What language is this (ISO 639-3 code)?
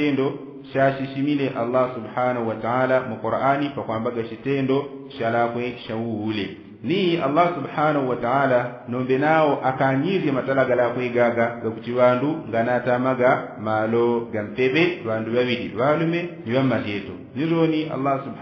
yao